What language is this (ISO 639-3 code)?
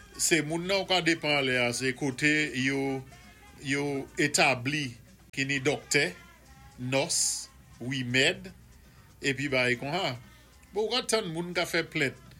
acf